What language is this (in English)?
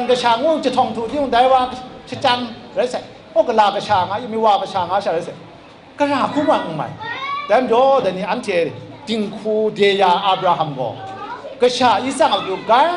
Kachin